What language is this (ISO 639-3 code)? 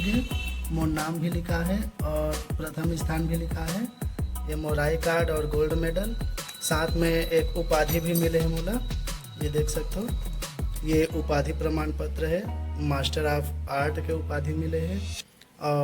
hne